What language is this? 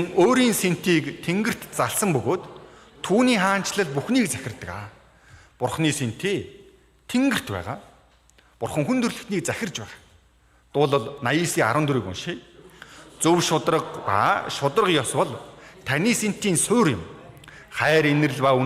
Mongolian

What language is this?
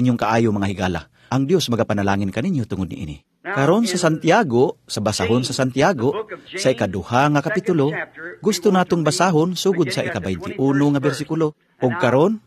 Cebuano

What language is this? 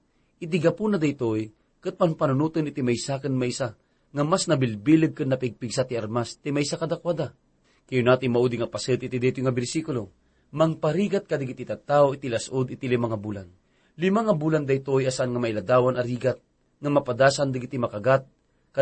Iloko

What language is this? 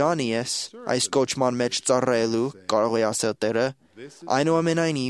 Armenian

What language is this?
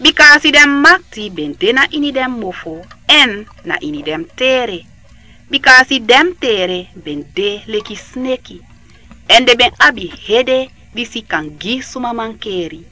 Sranan Tongo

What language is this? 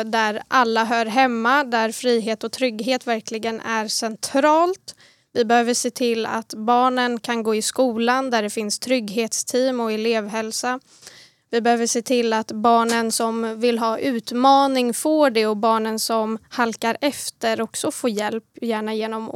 Swedish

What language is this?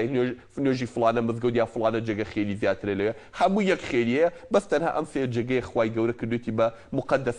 Central Kurdish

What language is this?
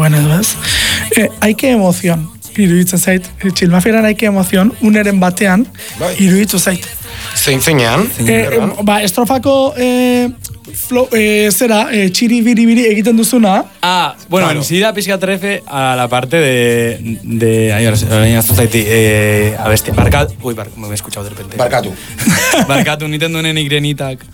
Basque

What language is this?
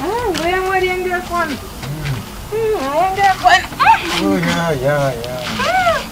Shona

